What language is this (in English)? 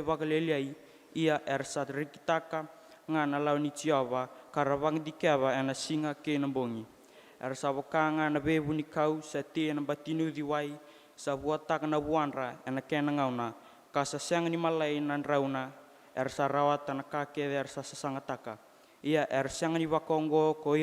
Fijian